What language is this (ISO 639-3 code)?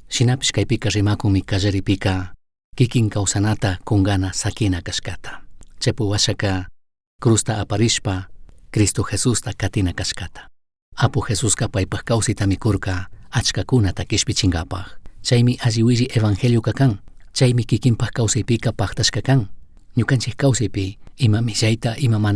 qug